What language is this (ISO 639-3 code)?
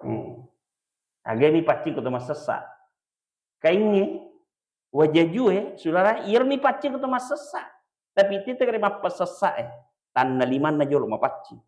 bug